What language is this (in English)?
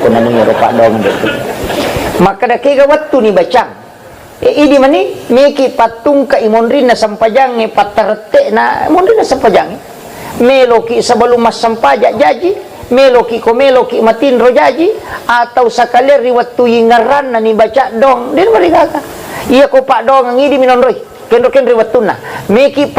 Buginese